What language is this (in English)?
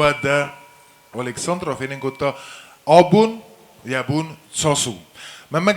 Ossetic